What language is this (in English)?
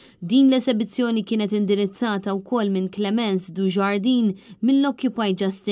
Maltese